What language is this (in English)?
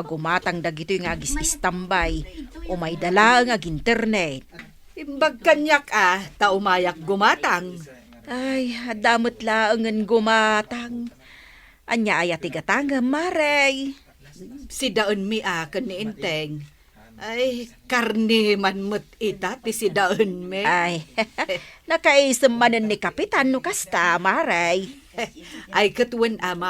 Iloko